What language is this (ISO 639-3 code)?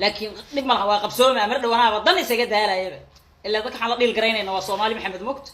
som